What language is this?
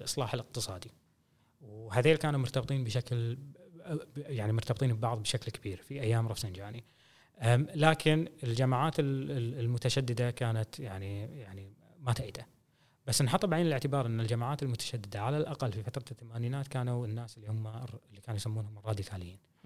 Gulf Arabic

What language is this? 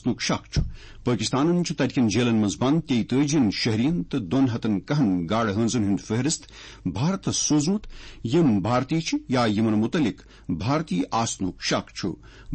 Kashmiri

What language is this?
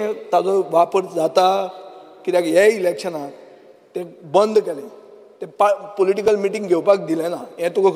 Konkani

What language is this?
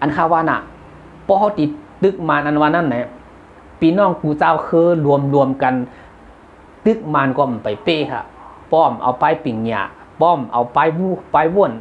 Shan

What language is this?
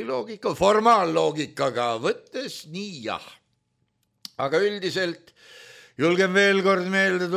Estonian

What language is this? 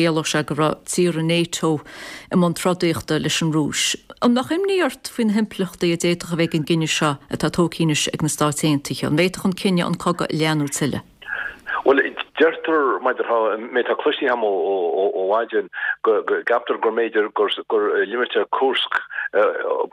Irish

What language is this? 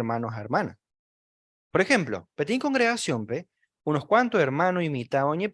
Guarani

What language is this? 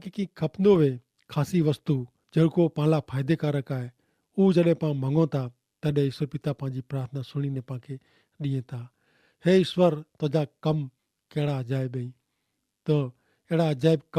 Kachhi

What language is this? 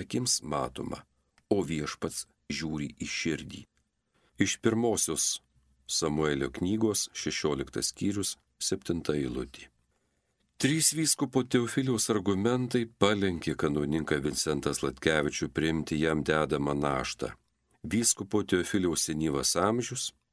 Lithuanian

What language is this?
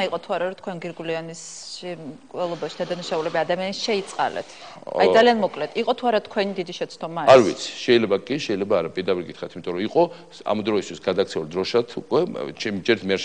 Georgian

